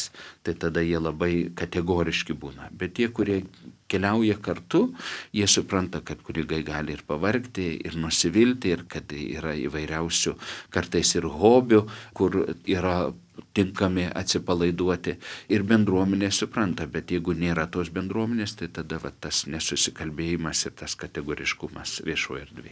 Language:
Lithuanian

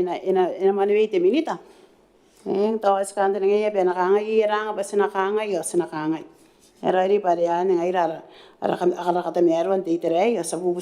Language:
Gilbertese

